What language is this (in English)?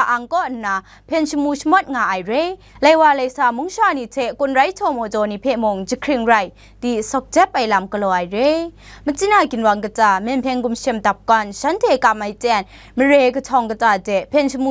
Kachin